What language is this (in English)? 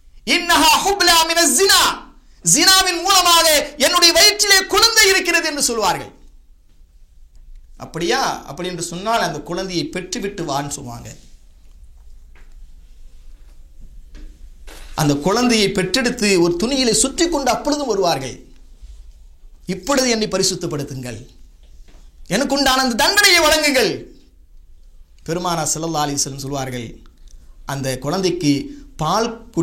Tamil